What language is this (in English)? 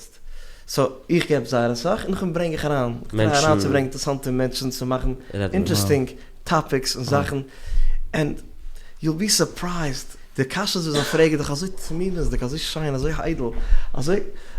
Yiddish